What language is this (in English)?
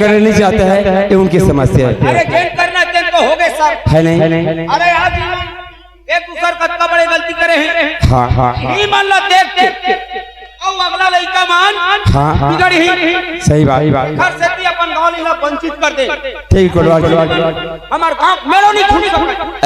Chhattisgarhi